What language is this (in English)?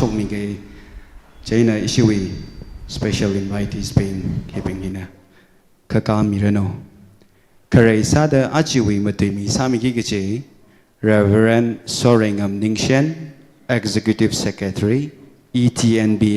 Tangkhul Naga (India)